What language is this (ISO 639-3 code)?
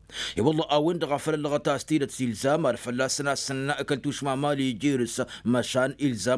taq